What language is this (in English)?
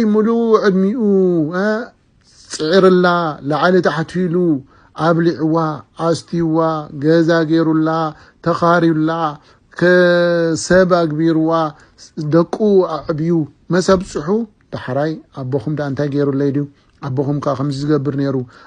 Tigrinya